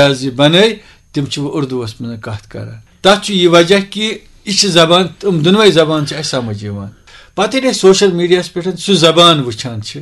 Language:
Kashmiri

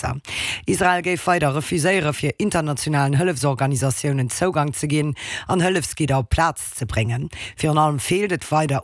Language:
Luxembourgish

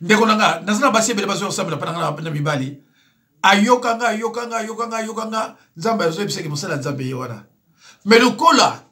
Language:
Lingala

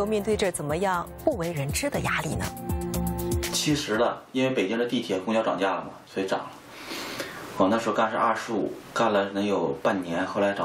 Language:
Chinese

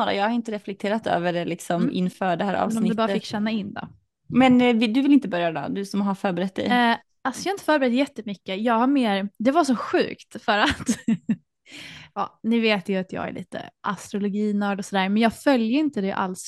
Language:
Swedish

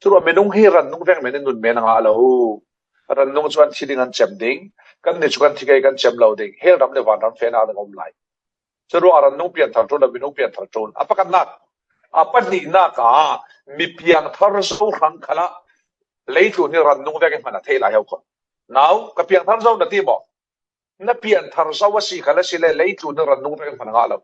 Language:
Falam Chin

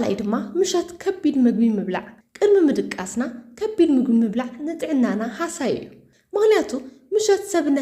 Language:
Tigrinya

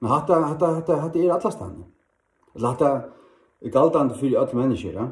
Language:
Faroese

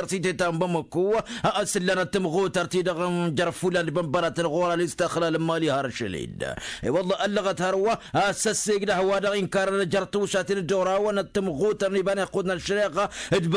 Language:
Tamasheq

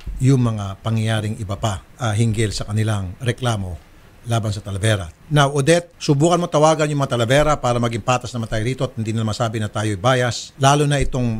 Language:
Filipino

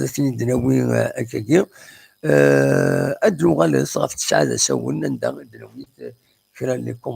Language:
Kabyle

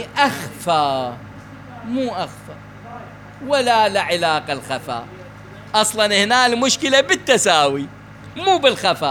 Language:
Mesopotamian Arabic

